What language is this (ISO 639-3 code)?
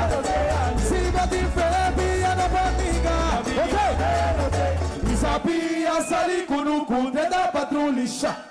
pap